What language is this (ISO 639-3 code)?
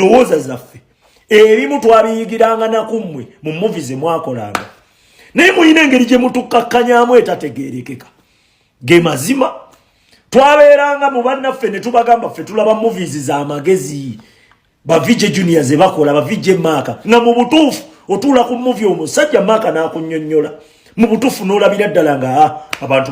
lug